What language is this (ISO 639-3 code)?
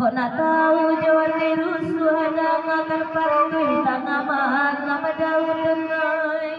min